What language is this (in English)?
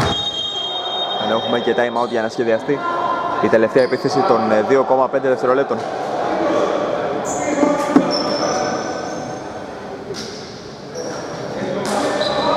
Greek